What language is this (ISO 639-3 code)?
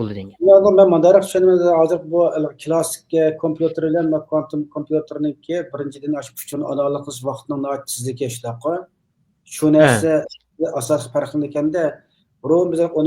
uig